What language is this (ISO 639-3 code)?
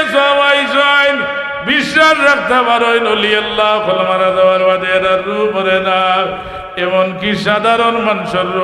syl